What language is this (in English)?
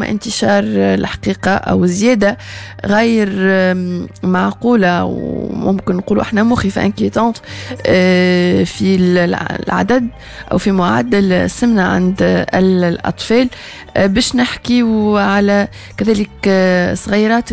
Tunisian Arabic